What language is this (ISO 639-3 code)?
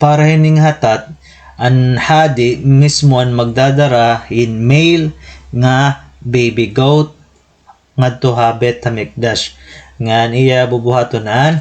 war